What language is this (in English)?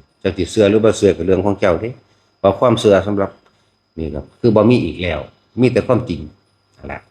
Lao